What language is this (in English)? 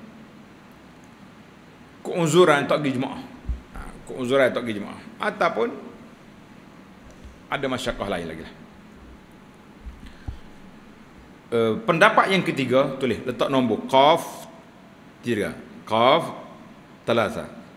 Malay